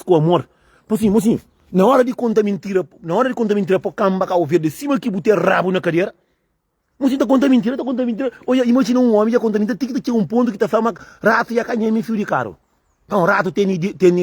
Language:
Kabuverdianu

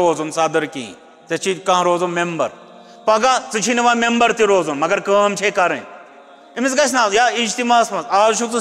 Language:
Kashmiri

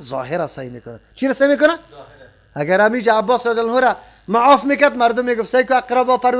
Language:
Persian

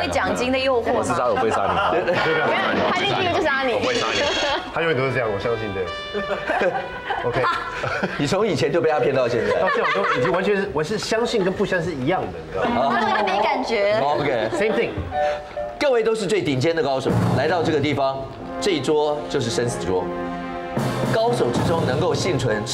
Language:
Chinese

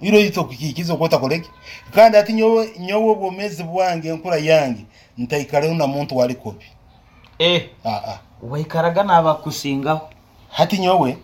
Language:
Nyoro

